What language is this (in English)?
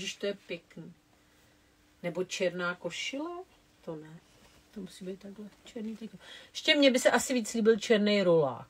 Czech